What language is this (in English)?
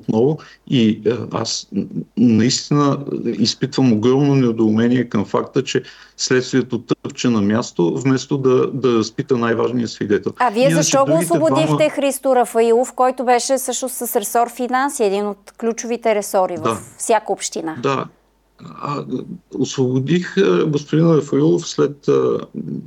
Bulgarian